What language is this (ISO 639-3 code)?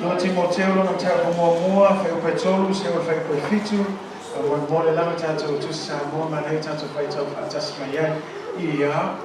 smo